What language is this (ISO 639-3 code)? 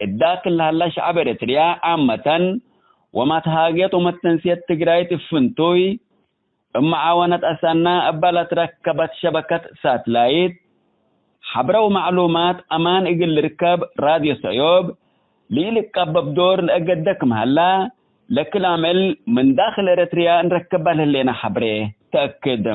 tig